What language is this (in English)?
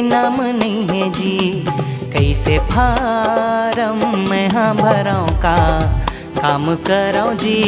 Chhattisgarhi